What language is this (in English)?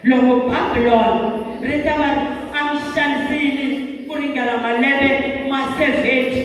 Tsonga